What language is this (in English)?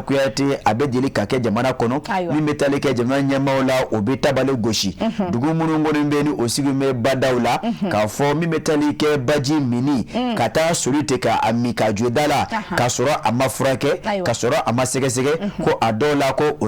Bambara